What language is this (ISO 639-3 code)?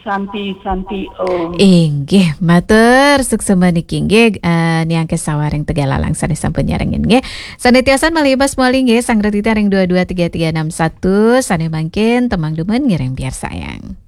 ban